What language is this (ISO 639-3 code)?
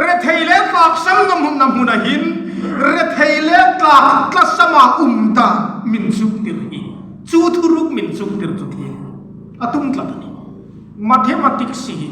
hmr